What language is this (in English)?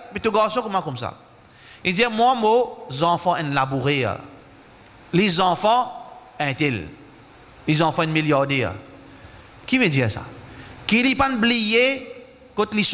Morisyen